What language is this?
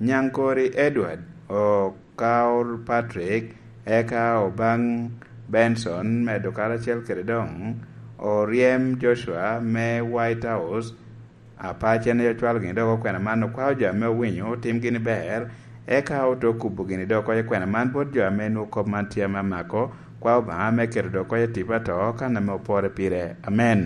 Lango (Uganda)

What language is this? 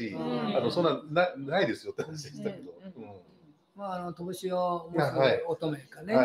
Japanese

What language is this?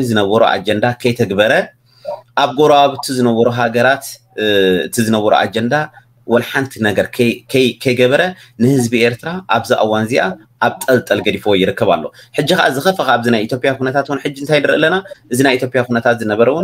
Tigrinya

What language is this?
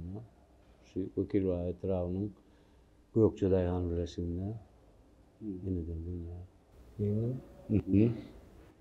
Turkmen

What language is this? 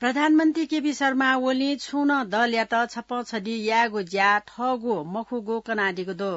Newari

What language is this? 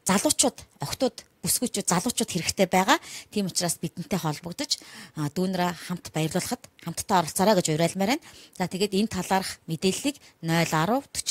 Mongolian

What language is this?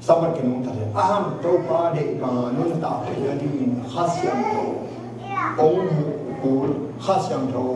Tedim Chin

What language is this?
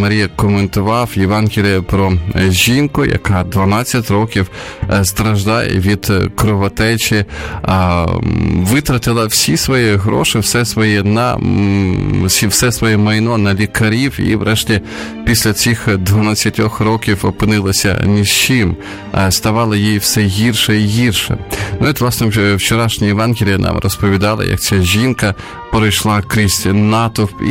Ukrainian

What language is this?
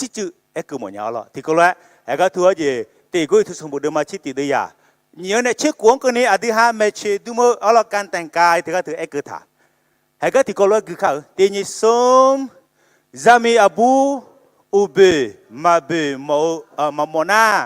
Akha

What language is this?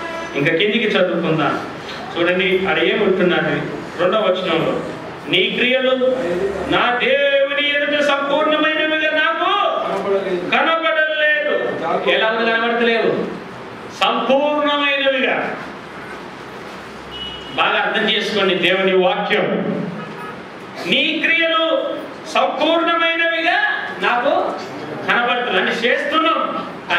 Telugu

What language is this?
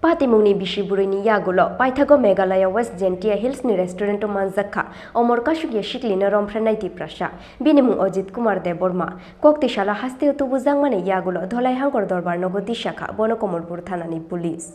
Kok Borok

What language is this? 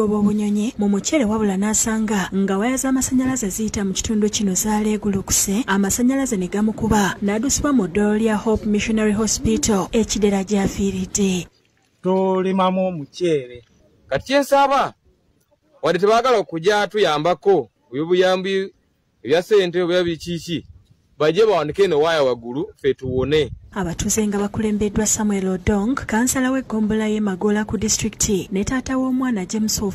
Ganda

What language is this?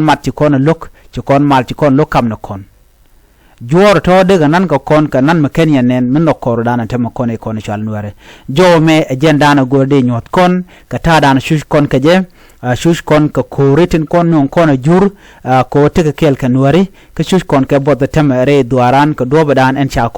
Nuer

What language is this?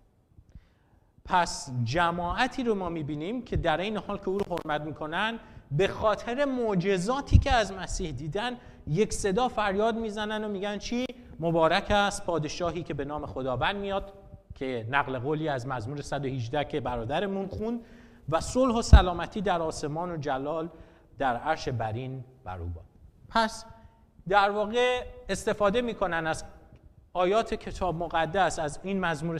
Persian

